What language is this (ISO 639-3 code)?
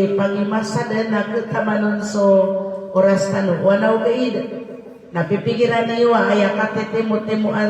mrw